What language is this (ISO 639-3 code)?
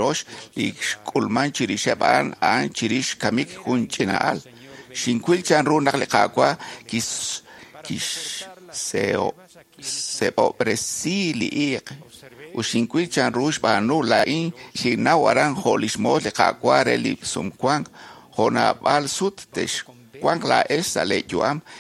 kek